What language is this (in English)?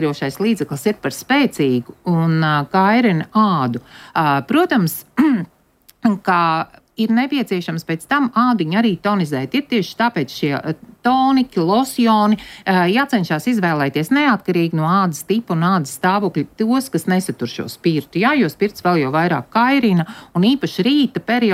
Latvian